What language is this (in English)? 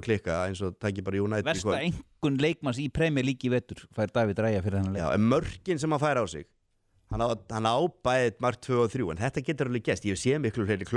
Icelandic